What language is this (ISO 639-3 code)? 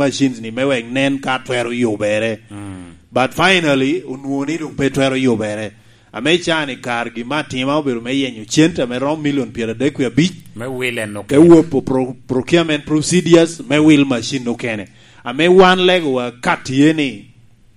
laj